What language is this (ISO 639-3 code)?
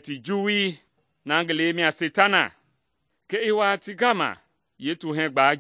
men